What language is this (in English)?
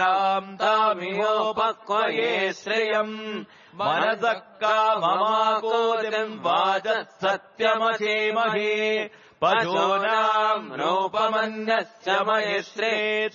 Sanskrit